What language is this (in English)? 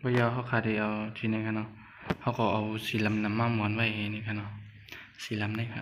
Shan